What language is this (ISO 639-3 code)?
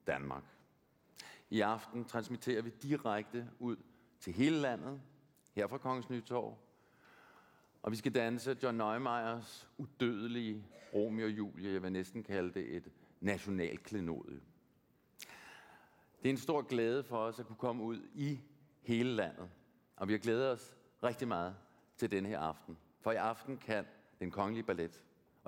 dan